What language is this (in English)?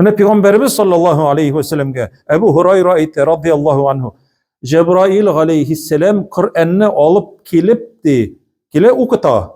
Tatar